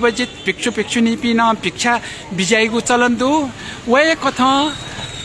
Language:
Newari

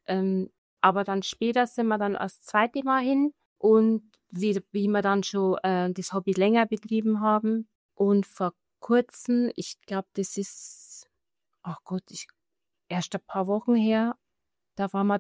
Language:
German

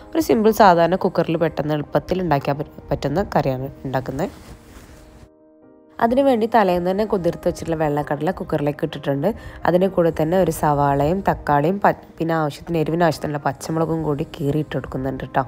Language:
Malayalam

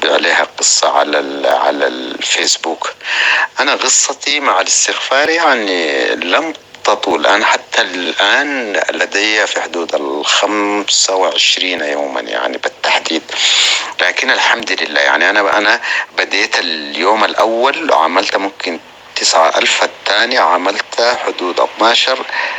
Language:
North Levantine Arabic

